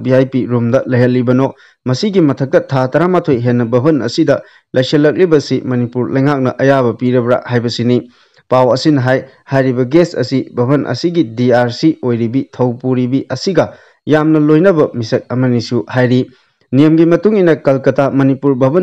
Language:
Manipuri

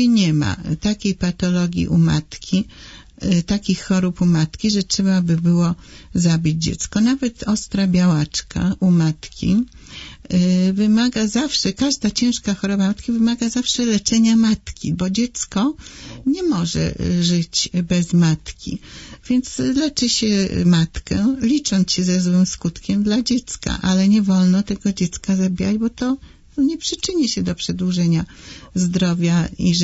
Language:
Polish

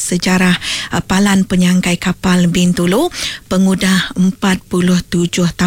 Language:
Iban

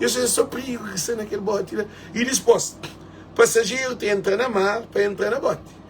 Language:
Kabuverdianu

